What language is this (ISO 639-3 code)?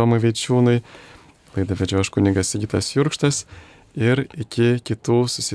lit